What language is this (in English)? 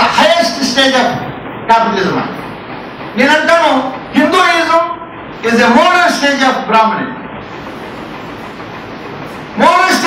Telugu